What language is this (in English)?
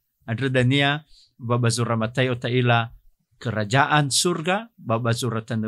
Nias